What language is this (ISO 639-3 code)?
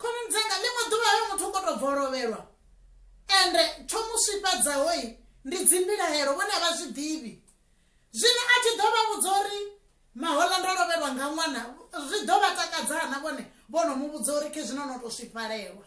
ven